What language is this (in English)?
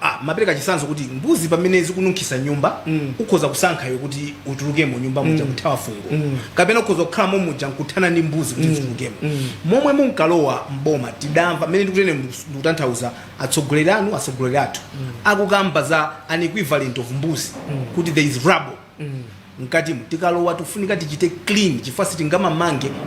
Nyanja